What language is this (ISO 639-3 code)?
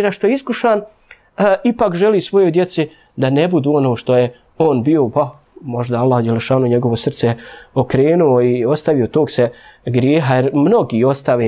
bos